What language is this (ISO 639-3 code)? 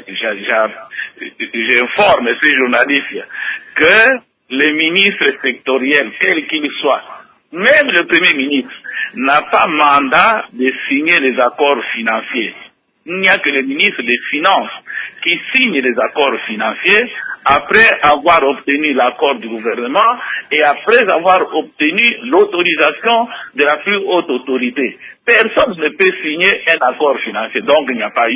fra